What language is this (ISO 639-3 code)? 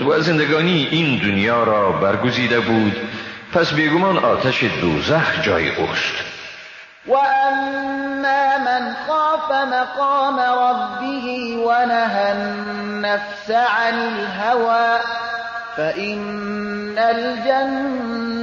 fas